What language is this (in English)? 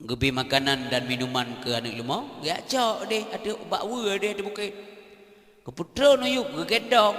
Achinese